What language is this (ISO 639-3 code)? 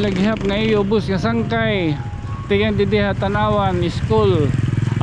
war